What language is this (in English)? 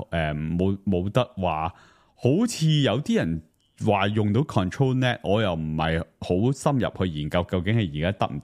Cantonese